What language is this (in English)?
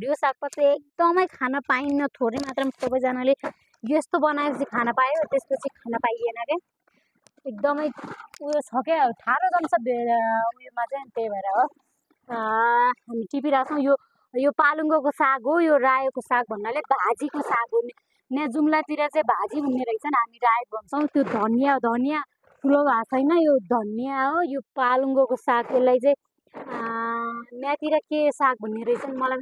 Nepali